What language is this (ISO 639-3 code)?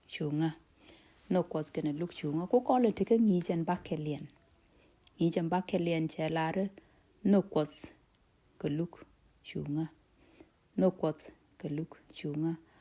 nus